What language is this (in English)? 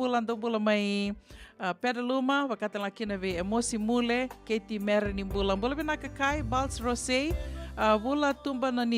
Fijian